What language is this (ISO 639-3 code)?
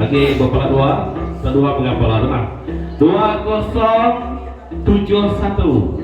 iba